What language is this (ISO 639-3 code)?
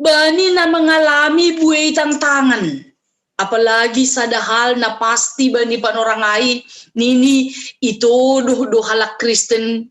bts